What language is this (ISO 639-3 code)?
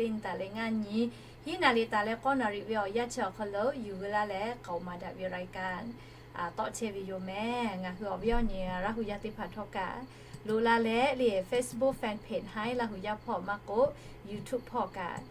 lhu